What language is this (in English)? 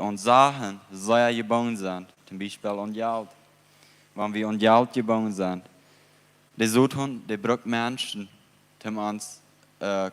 Plautdietsch